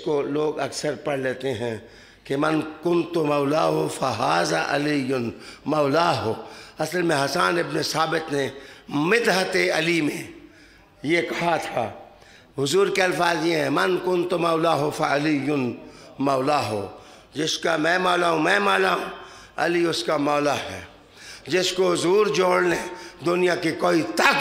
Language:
Urdu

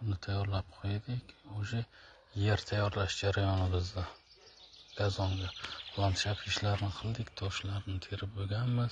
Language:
Uzbek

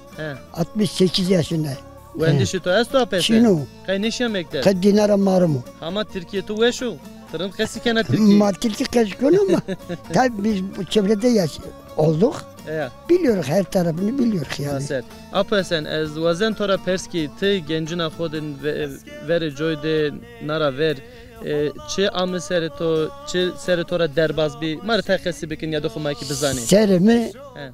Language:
Zaza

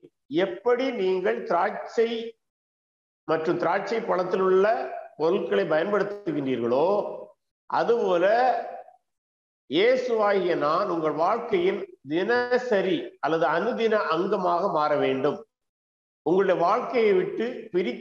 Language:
Tamil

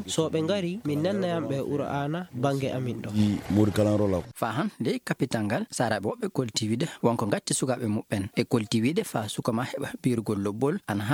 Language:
Fula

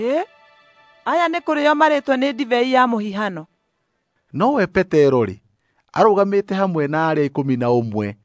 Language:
Kikuyu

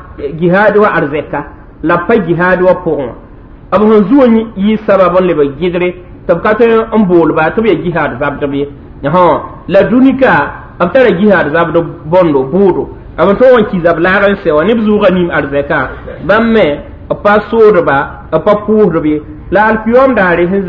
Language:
Mossi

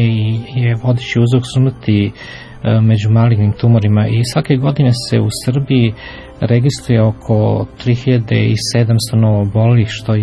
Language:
Serbian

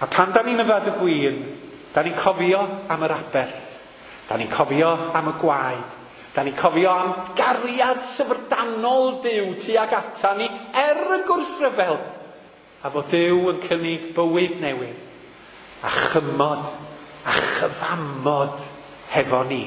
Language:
Welsh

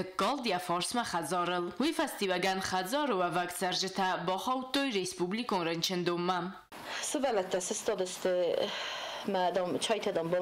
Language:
Ossetic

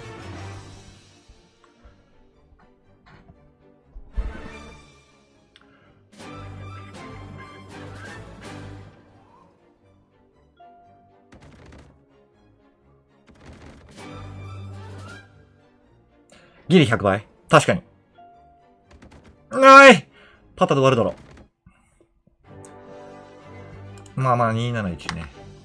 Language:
Japanese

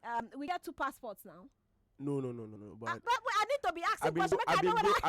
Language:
Nigerian Pidgin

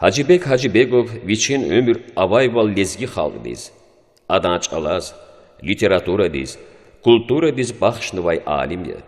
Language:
Lezghian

